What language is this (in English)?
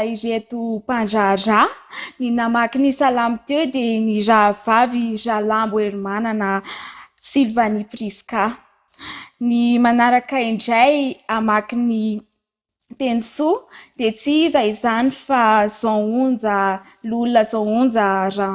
Malagasy